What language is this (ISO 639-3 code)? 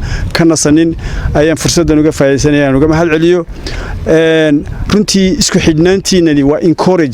som